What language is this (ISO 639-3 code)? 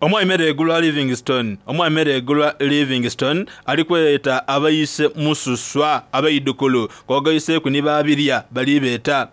xog